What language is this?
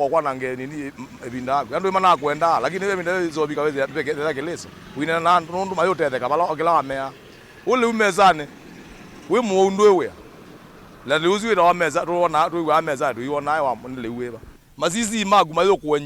Kamba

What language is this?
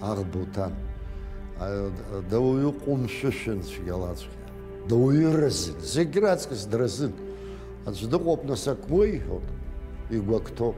Abkhazian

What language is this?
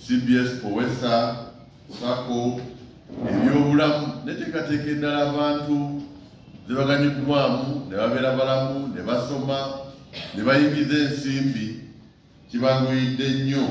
Ganda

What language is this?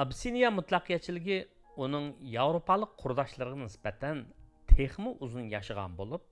Uyghur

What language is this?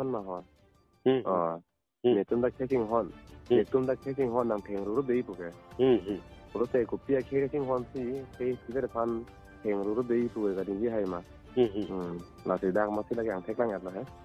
Karbi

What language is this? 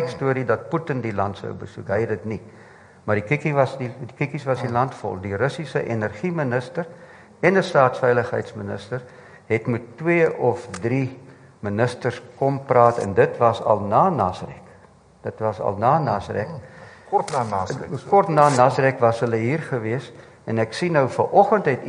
Afrikaans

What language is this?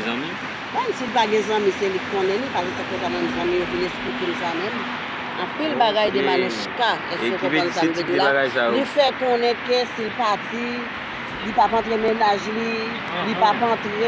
Haitian Creole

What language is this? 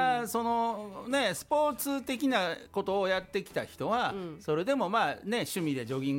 Japanese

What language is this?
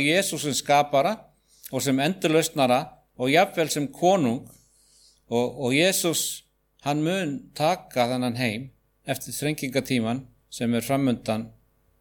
Icelandic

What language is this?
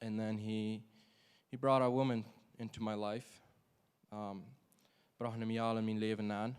Plautdietsch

